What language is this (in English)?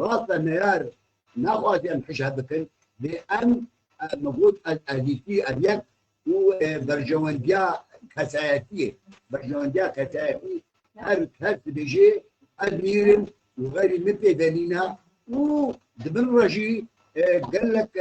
Kurdish